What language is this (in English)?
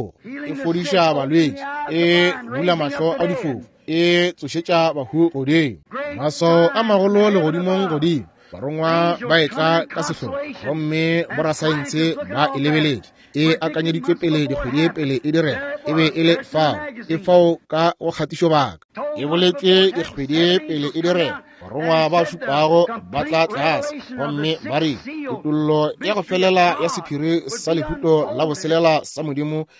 Northern Sotho